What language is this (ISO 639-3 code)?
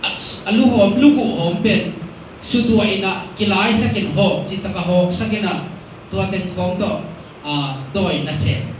ctd